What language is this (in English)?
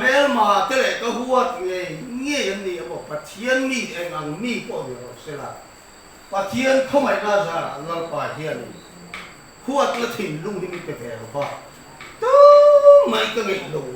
Mizo